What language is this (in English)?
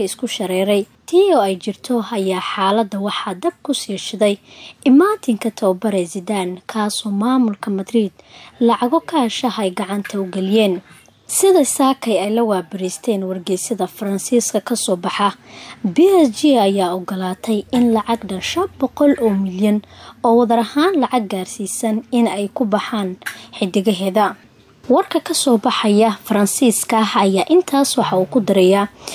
Somali